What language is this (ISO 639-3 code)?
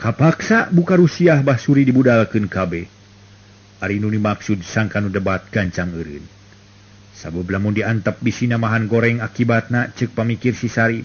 sun